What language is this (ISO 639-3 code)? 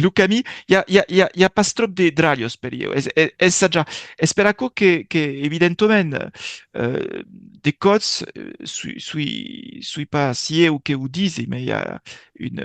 oci